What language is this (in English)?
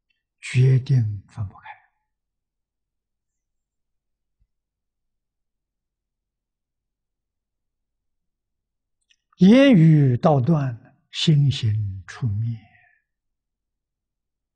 Chinese